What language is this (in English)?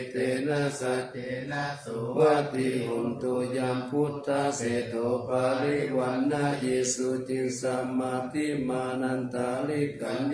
Pali